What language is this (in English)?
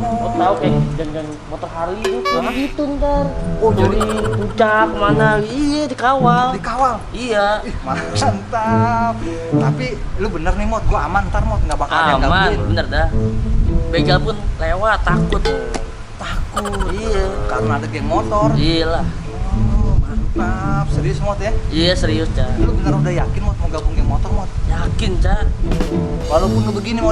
Betawi